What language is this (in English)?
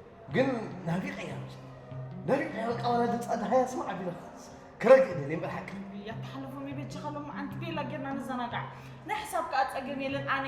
Tigrinya